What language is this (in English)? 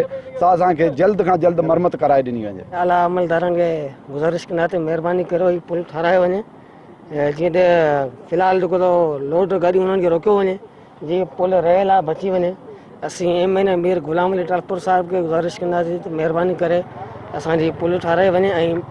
Sindhi